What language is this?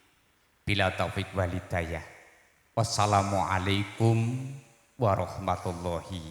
Javanese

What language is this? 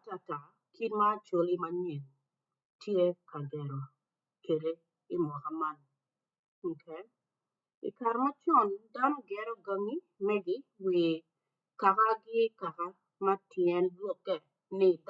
Acoli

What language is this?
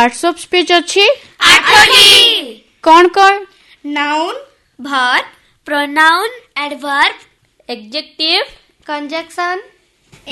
Odia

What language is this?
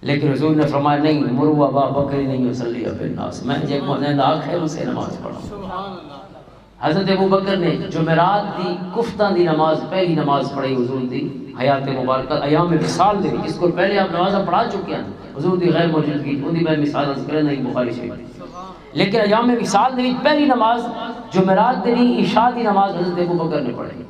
Western Panjabi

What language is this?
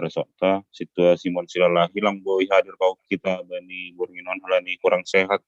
Batak Simalungun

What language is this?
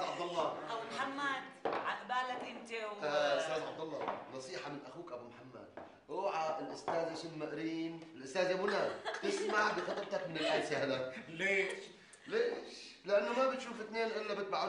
North Levantine Arabic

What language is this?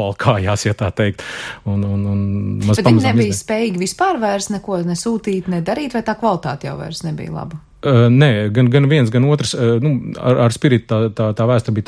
Latvian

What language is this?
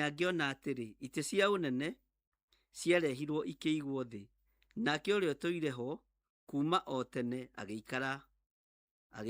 Kikuyu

